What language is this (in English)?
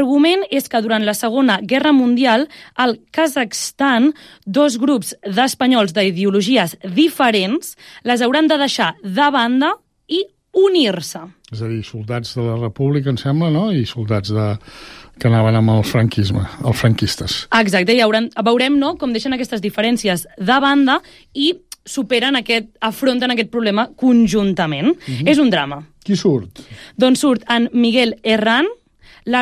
Catalan